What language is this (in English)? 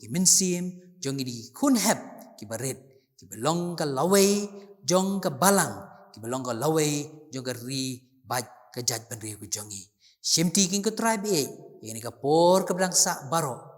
Khasi